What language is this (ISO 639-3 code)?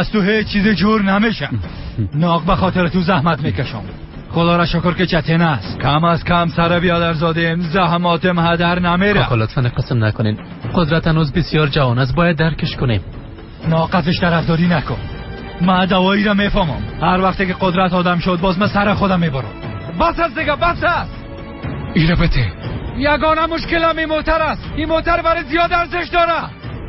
fas